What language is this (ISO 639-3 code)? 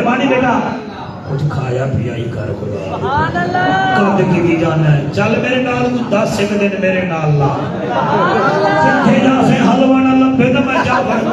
skr